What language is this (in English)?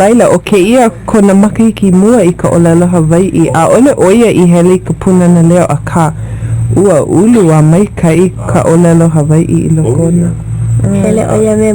Hawaiian